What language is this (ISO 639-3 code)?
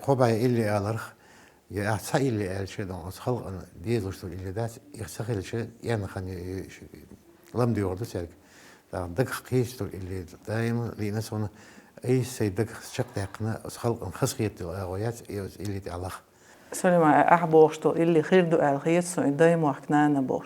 che